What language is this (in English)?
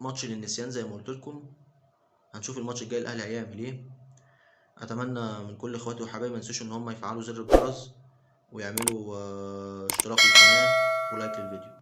Egyptian Arabic